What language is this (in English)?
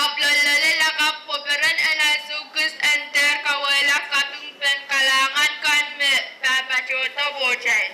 Pohnpeian